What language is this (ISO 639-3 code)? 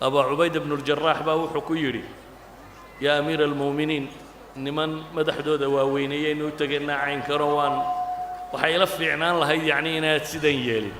som